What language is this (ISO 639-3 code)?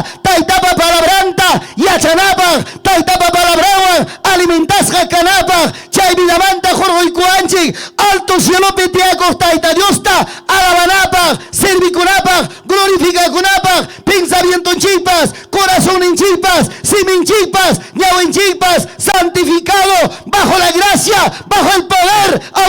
quy